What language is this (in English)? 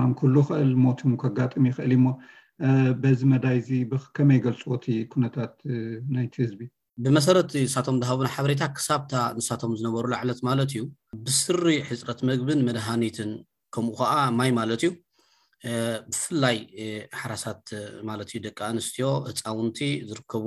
Tigrinya